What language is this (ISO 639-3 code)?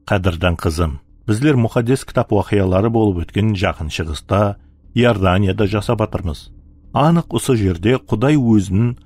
kaa